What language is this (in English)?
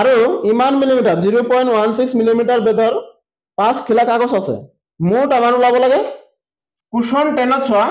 Assamese